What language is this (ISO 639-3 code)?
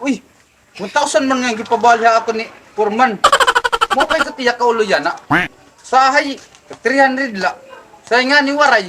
war